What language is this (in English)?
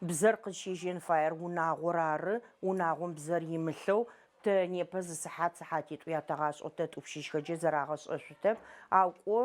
Adyghe